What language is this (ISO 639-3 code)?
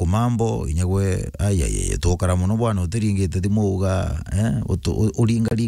mer